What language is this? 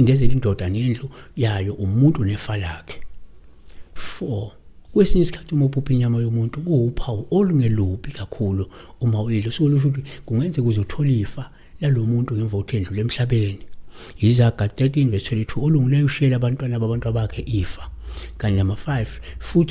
Zulu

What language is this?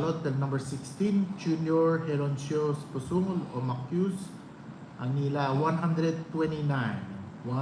Palauan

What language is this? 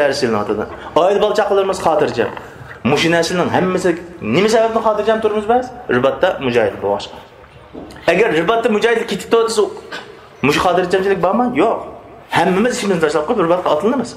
Uyghur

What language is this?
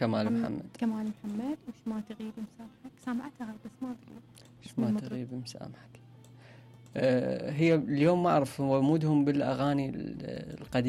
Mesopotamian Arabic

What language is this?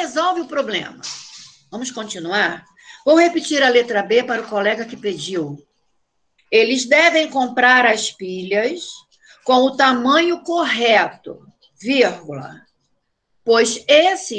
Portuguese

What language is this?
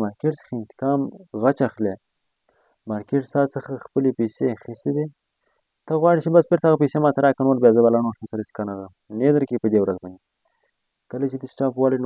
Pashto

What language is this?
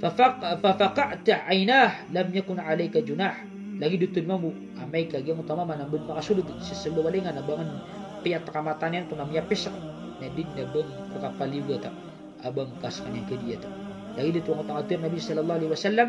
Maranao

